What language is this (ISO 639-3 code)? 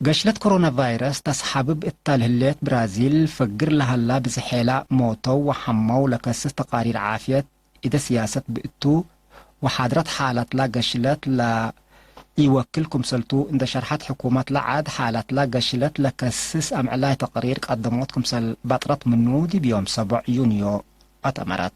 tig